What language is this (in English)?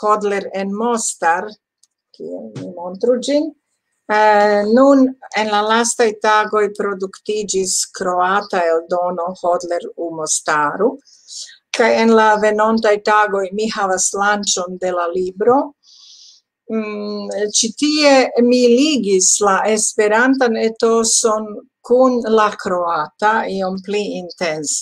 Esperanto